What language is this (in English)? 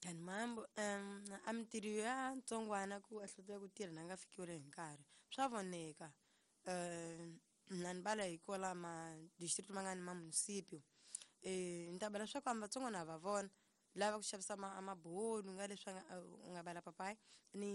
Tsonga